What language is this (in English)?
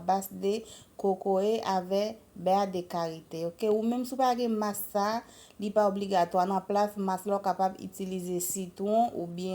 Haitian Creole